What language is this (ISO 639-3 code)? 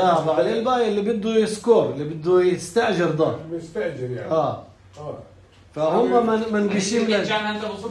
apc